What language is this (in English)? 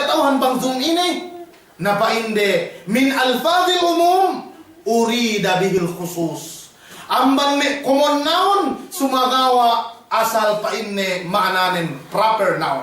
Yakan